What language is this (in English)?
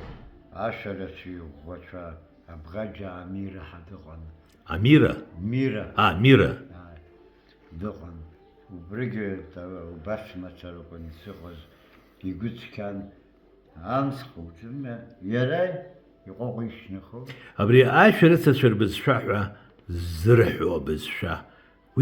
Abkhazian